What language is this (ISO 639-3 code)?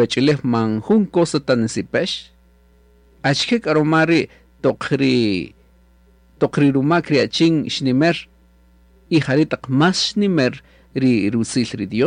cak